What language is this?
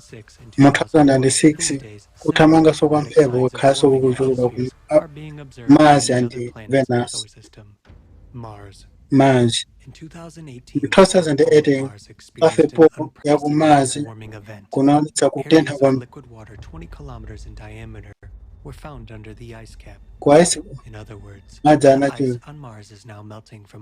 Nyanja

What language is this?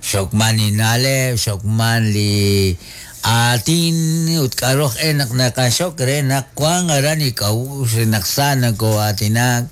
Kekchí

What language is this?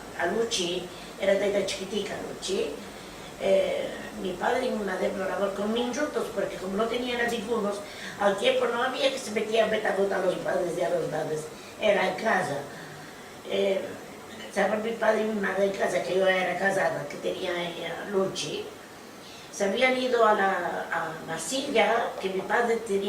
Ladino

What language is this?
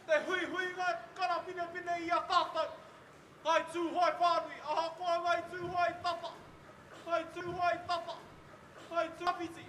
Māori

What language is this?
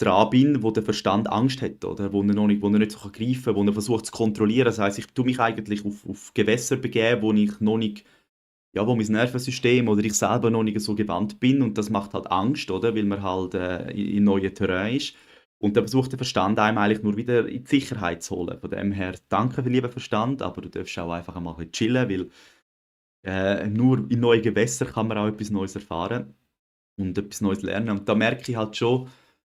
Swiss German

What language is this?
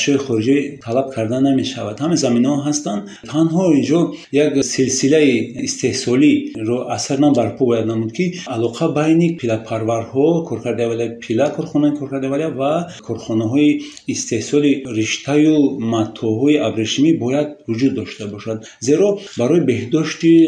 Tajik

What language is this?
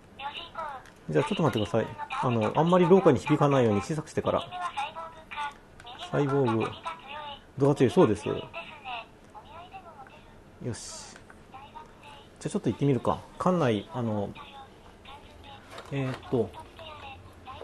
Japanese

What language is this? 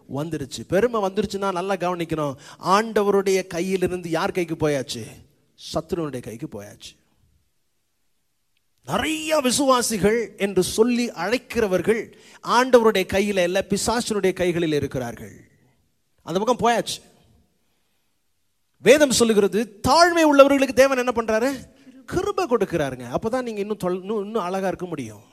Tamil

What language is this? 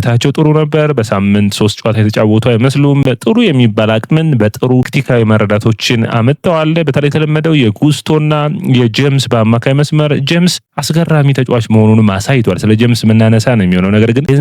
Amharic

